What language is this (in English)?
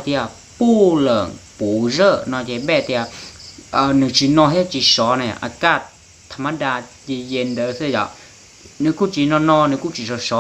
Hmong